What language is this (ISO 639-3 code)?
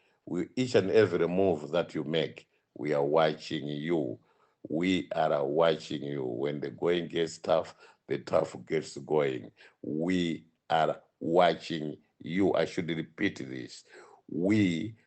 nya